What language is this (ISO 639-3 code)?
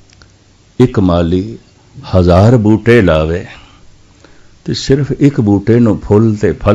pan